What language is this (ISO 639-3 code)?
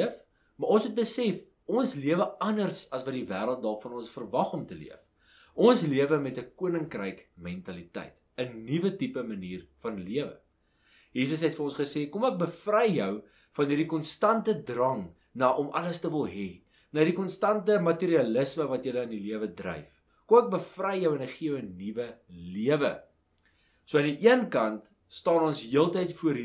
afr